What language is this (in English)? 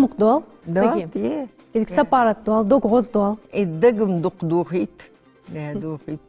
Ingush